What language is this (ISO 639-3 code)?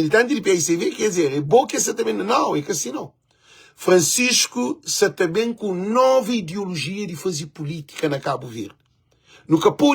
kea